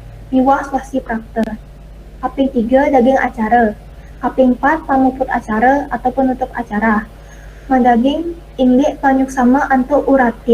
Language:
Balinese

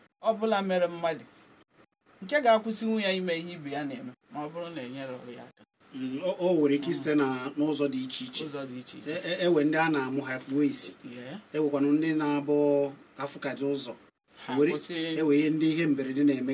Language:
Igbo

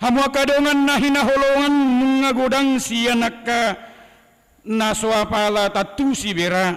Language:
Batak Toba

